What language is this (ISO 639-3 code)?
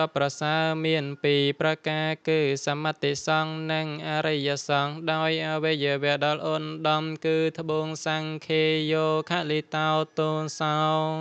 khm